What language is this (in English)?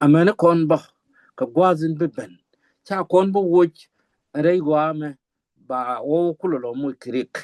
Nuer